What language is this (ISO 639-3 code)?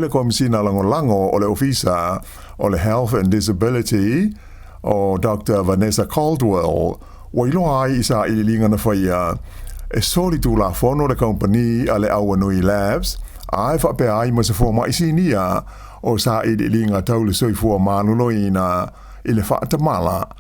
smo